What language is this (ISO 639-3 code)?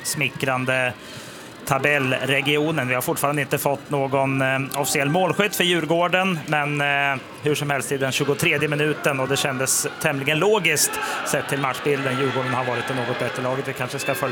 swe